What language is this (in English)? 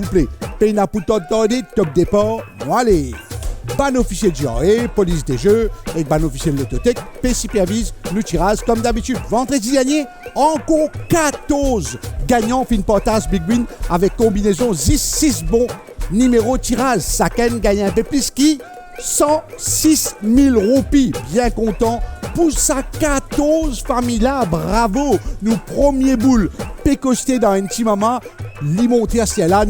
Morisyen